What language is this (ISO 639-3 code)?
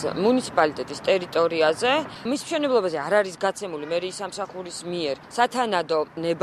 kat